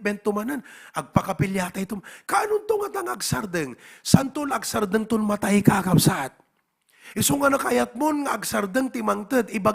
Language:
Iloko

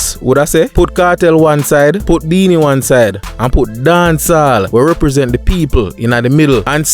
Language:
Jamaican Creole English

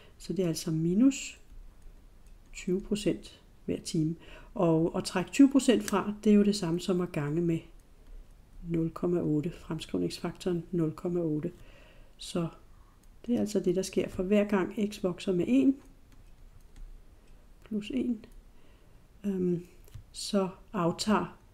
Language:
Danish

